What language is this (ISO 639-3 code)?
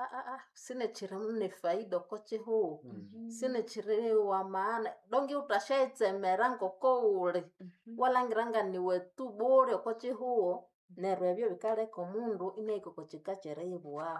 nnb